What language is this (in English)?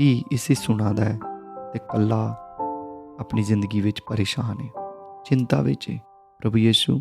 Dogri